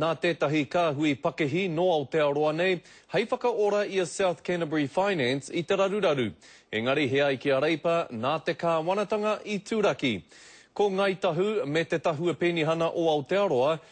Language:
Māori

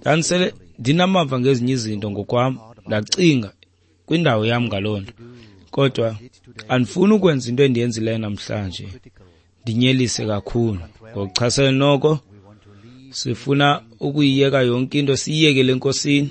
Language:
Xhosa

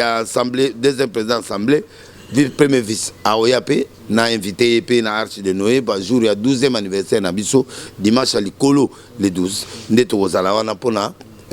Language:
Lingala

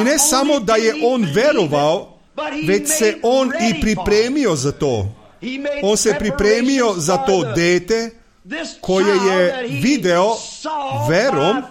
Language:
Serbian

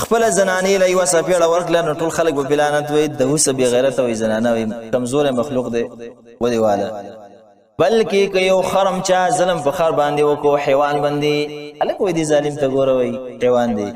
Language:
Pashto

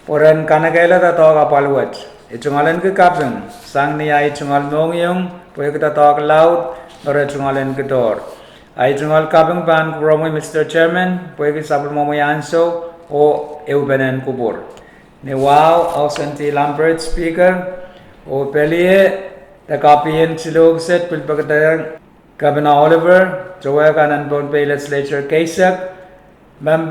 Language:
Pohnpeian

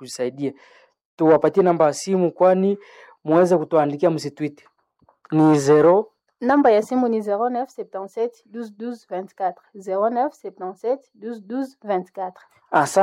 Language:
Swahili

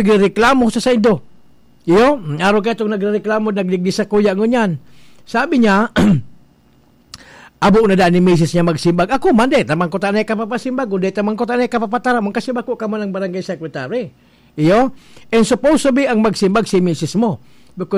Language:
Bikol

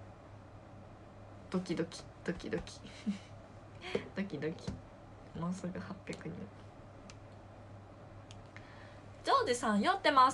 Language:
Japanese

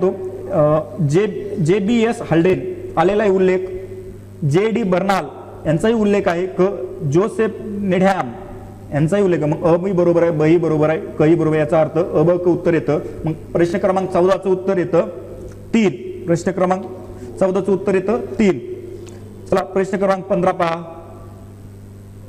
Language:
Marathi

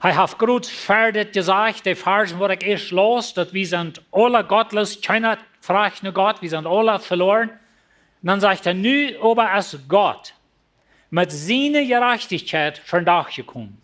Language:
Plautdietsch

